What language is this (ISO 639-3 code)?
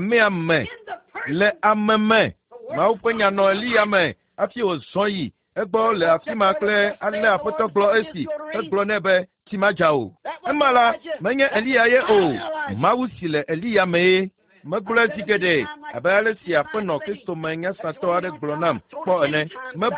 ewe